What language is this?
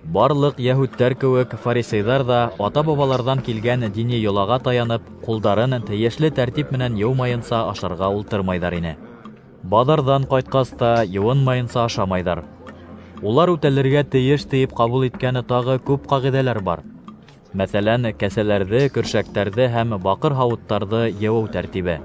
Bashkir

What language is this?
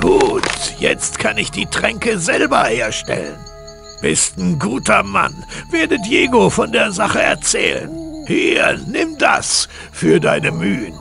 Bavarian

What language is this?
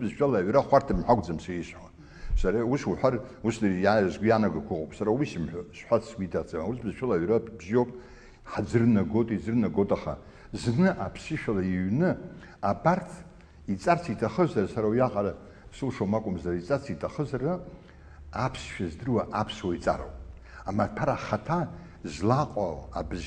Abkhazian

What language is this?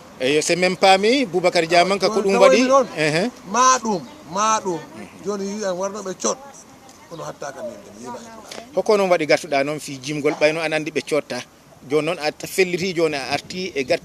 Fula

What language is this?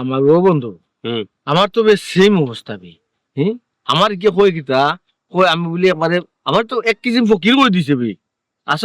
Sylheti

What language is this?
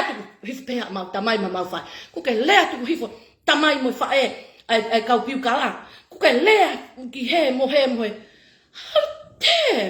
Tongan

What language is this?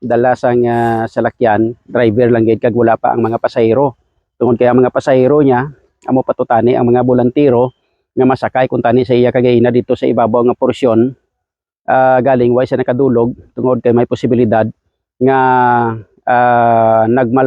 Hiligaynon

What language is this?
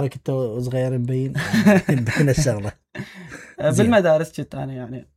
Mesopotamian Arabic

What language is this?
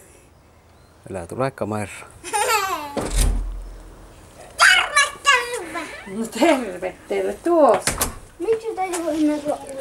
Finnish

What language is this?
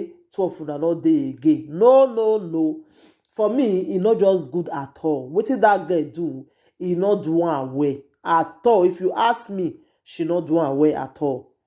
Nigerian Pidgin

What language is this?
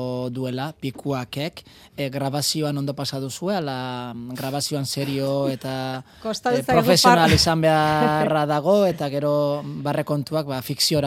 Basque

